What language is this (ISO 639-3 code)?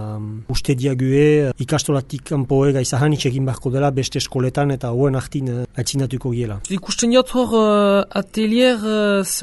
eus